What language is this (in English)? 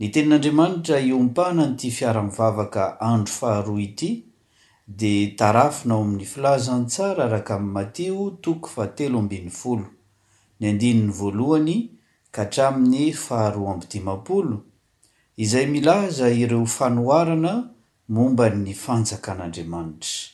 Malagasy